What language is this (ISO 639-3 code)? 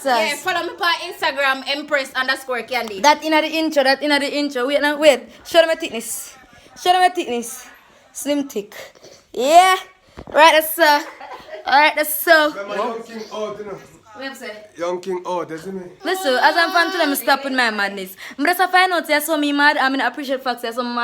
jam